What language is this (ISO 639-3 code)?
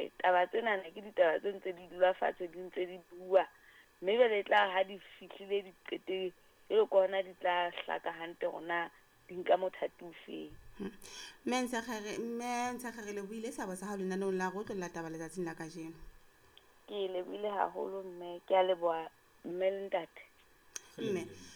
sot